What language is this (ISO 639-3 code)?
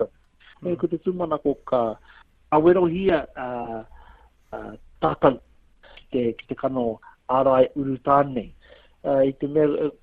mri